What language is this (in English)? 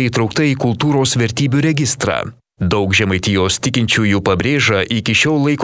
Lithuanian